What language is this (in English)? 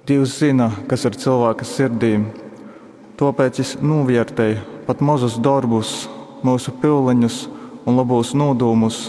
Latgalian